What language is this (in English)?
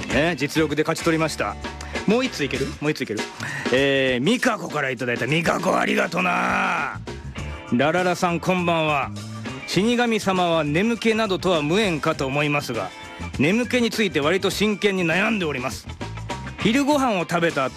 Japanese